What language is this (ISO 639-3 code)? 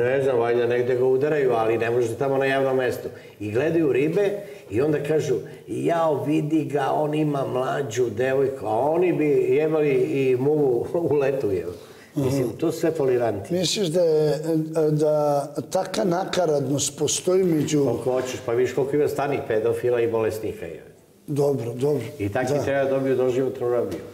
srp